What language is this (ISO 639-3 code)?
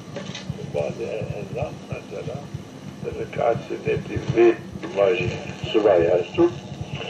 zza